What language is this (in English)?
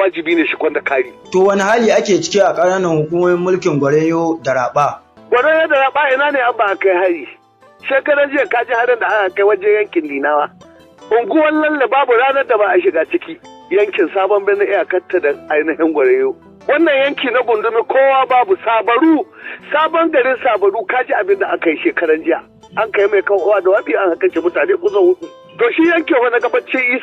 Hausa